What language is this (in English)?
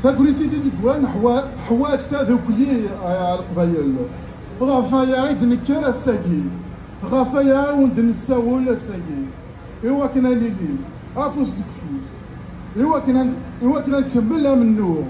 Kabyle